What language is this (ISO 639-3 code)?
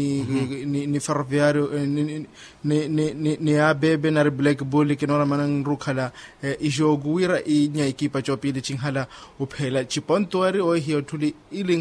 vmw